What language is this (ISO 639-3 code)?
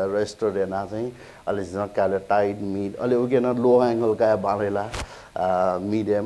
new